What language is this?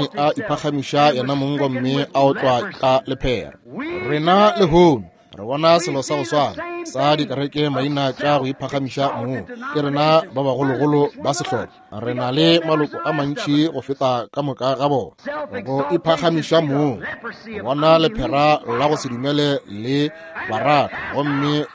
Northern Sotho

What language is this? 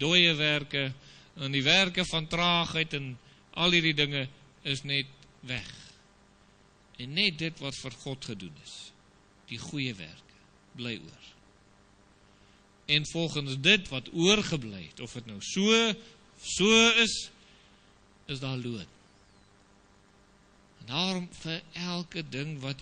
Afrikaans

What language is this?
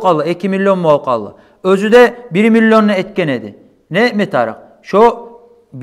Kumyk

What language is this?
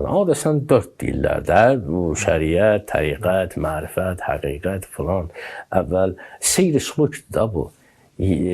Azerbaijani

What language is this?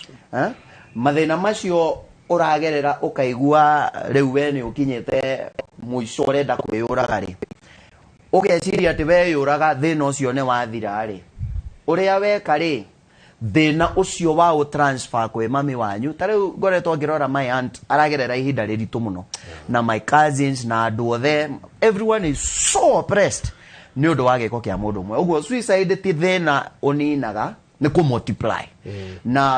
Kikuyu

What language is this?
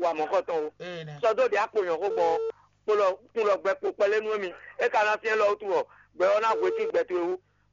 Fon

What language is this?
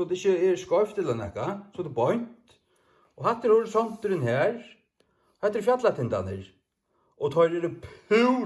Faroese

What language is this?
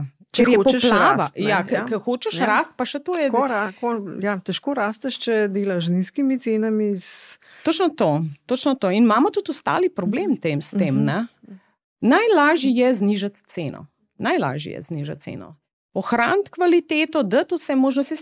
Slovenian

